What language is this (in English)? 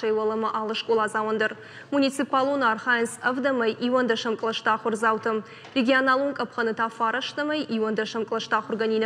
Ossetic